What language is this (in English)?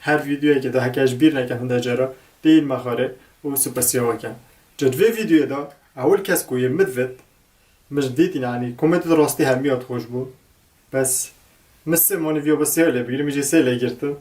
Kurdish